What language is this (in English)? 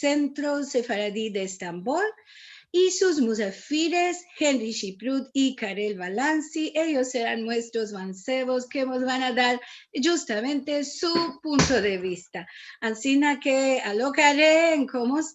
Ladino